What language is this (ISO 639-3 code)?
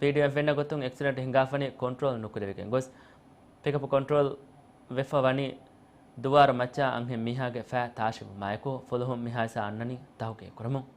div